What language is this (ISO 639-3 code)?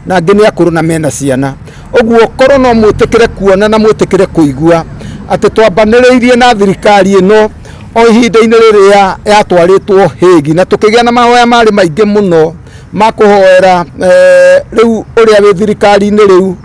kik